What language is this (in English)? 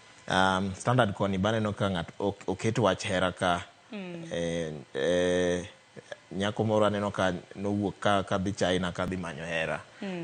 Luo (Kenya and Tanzania)